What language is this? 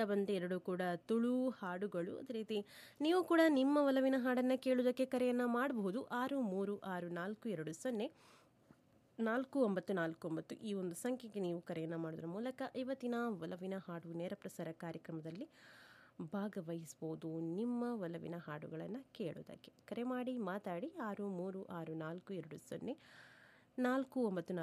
Kannada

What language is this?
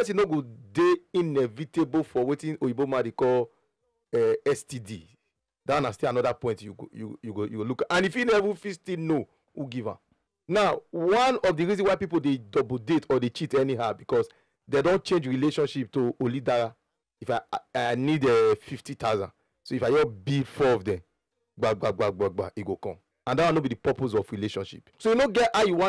Nigerian Pidgin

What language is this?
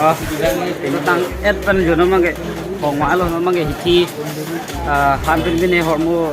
Karbi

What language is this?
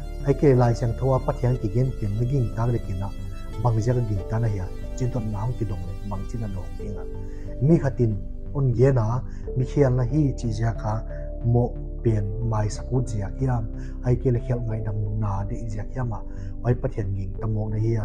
Paite Chin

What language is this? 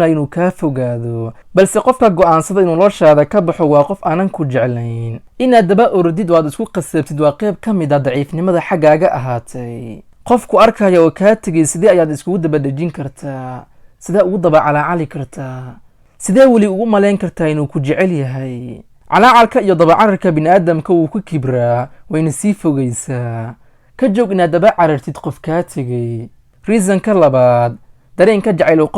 Somali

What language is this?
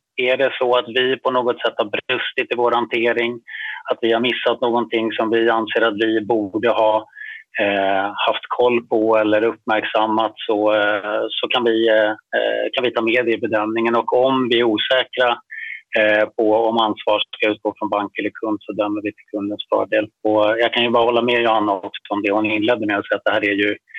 Swedish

